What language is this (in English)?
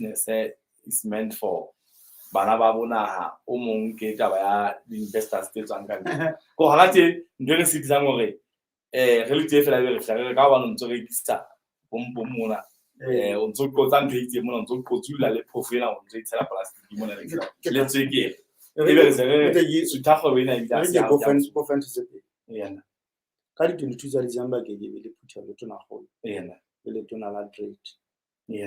Southern Sotho